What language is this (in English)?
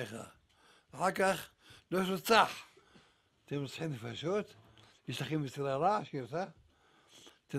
Hebrew